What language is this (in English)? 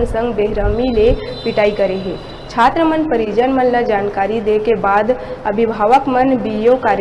Chhattisgarhi